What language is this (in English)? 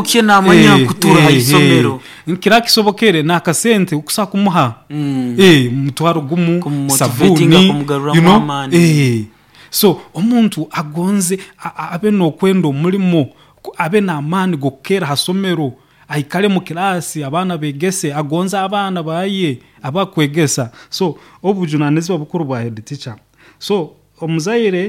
Nyoro